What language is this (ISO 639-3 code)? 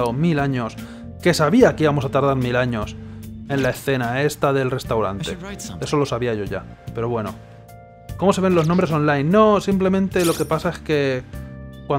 spa